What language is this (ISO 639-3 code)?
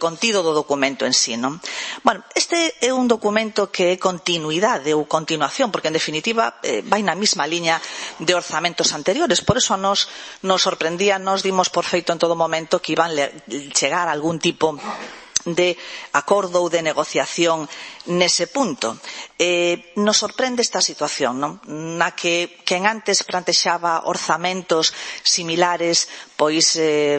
glg